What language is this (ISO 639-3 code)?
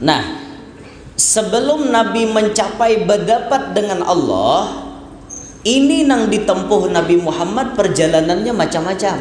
bjn